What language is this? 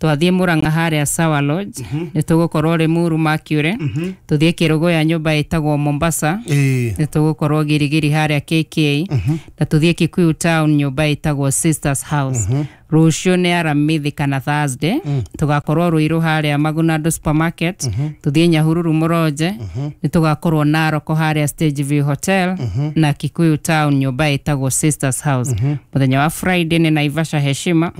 Kikuyu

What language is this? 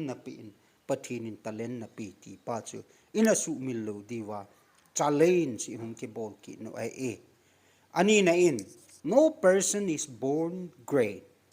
Thado Chin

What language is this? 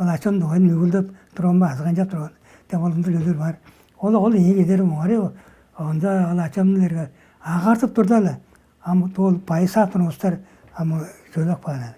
Tuvinian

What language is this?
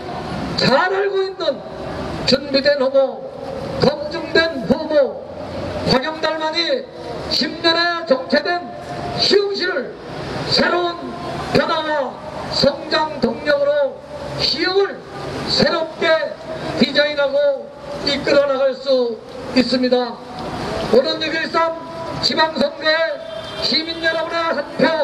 Korean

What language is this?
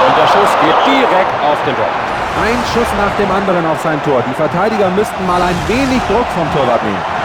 Bavarian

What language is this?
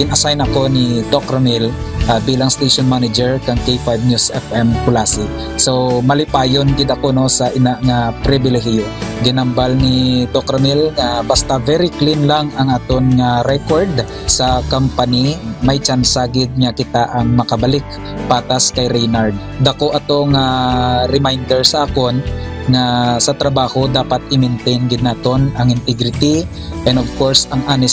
Hiligaynon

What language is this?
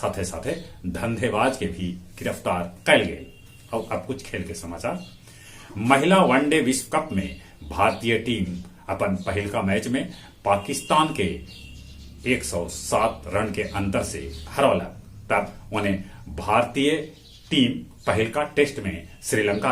Magahi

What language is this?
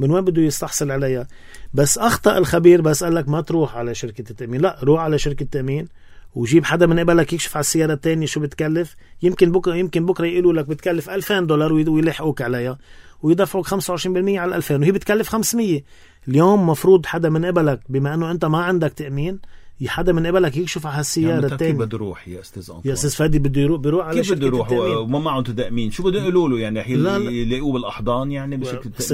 North Levantine Arabic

